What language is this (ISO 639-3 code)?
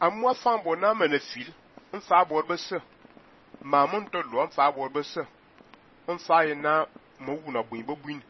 fan